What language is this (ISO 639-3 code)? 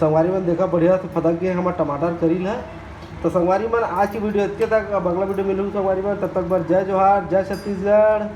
hne